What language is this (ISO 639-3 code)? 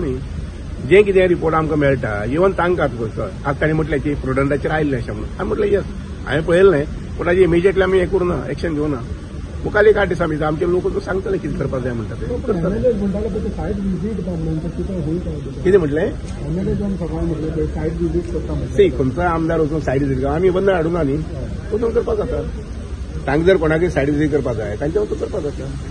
kok